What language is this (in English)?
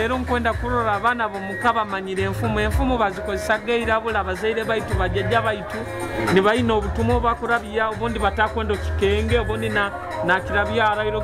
Nyoro